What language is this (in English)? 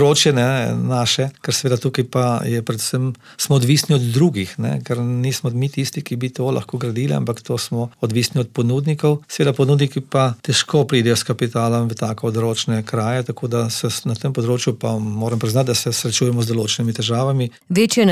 Slovenian